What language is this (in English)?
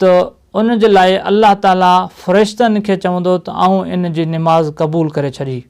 Sindhi